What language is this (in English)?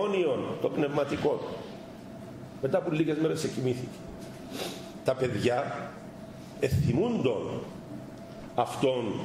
Greek